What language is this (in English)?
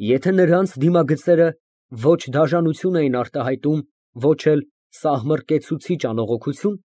Armenian